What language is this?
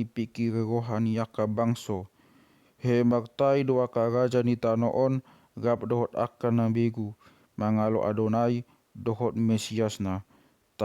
Batak Toba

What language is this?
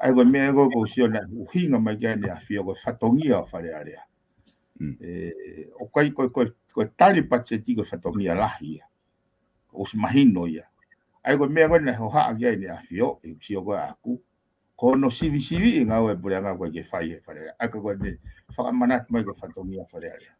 Tongan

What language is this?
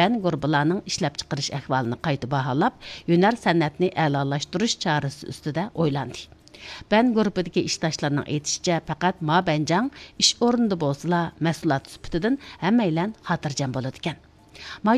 Uyghur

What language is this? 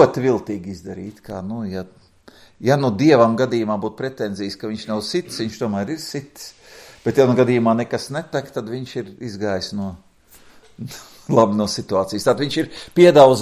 Latvian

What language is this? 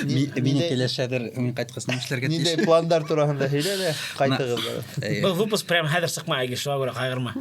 Bashkir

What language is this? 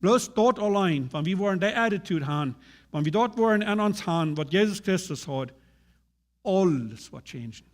Plautdietsch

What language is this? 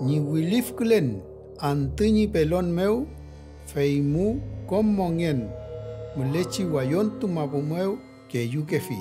Mapuche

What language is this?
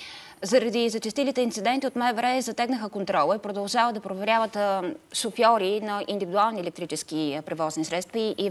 Bulgarian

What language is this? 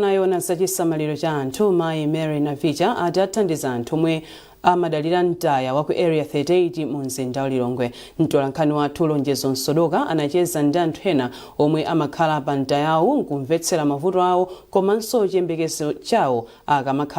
Nyanja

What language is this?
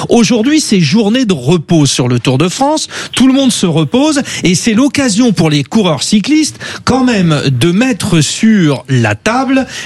French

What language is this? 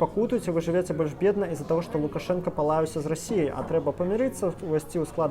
Belarusian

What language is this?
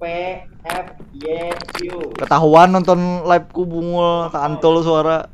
Banjar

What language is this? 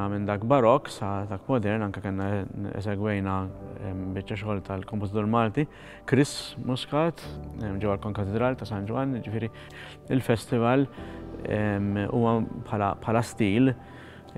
Maltese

